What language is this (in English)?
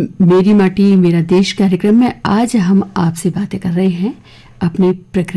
Hindi